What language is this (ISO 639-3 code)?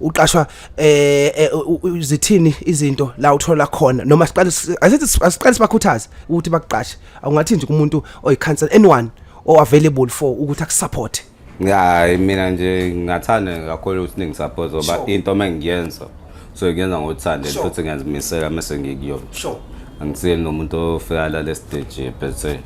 zul